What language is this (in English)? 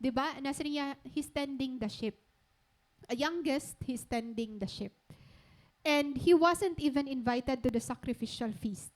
Waray